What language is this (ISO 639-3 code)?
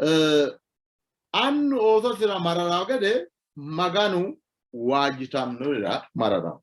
sid